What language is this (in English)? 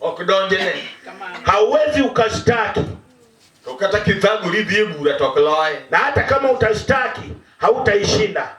Luo (Kenya and Tanzania)